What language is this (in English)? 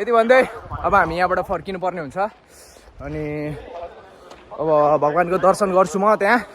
Nepali